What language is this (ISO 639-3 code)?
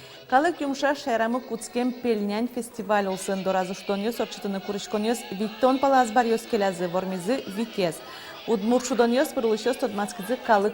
udm